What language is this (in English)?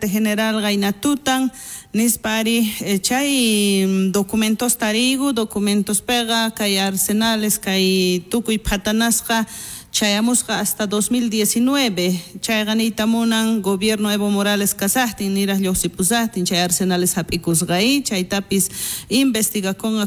South Bolivian Quechua